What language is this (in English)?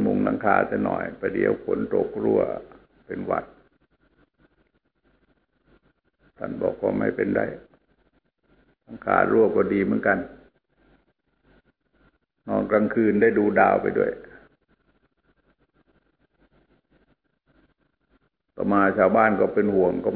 Thai